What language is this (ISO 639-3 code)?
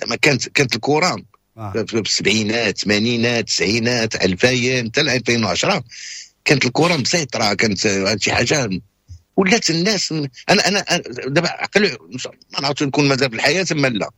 ary